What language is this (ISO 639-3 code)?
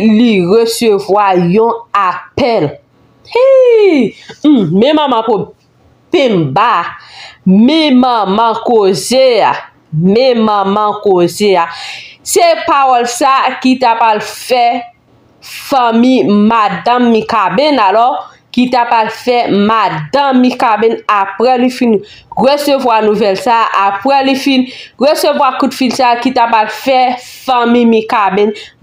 hat